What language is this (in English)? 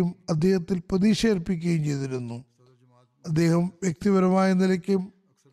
Malayalam